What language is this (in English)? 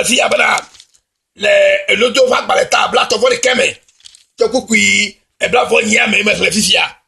Ewe